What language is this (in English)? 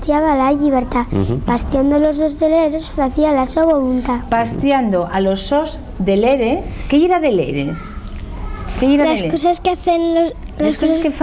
Asturian